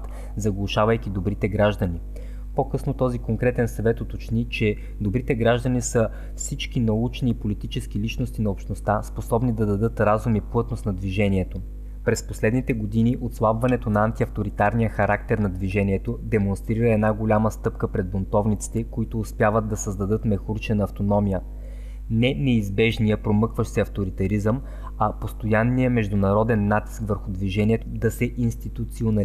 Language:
Bulgarian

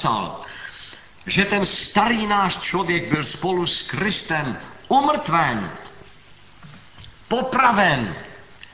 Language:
Czech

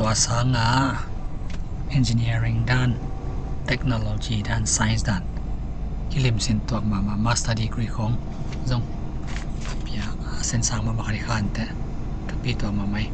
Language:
Tedim Chin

